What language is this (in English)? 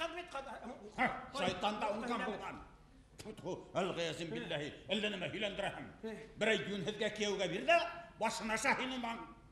Bashkir